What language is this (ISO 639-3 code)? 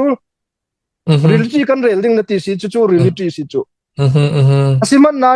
cnh